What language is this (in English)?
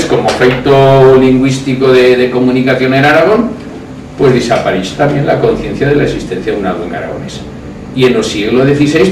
Aragonese